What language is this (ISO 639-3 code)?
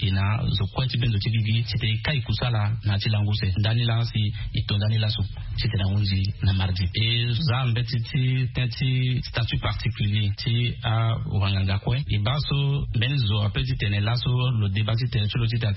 sag